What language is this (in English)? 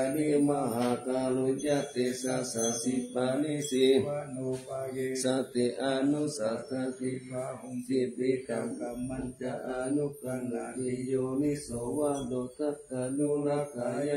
Pali